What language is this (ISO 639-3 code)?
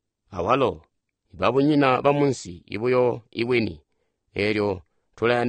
toi